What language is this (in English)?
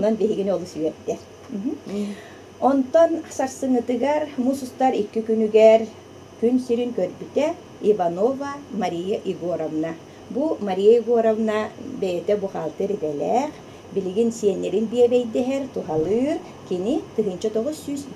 Yakut